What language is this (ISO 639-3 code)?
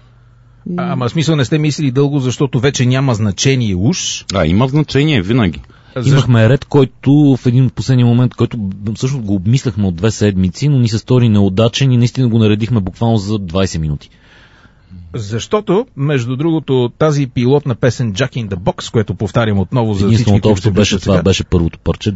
bul